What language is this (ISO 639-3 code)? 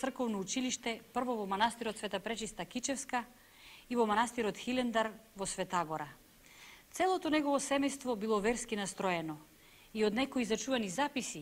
mkd